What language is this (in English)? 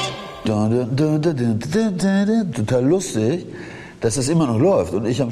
German